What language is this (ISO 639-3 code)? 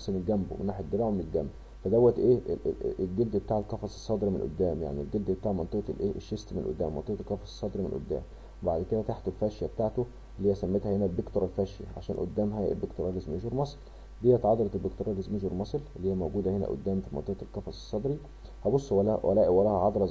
arz